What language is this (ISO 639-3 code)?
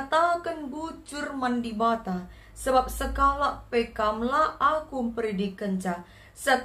btx